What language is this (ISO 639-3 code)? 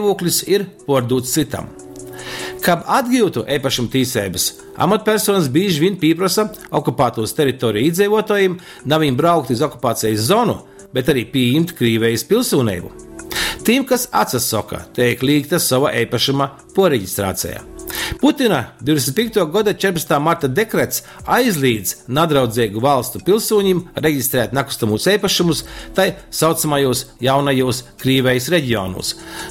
ltg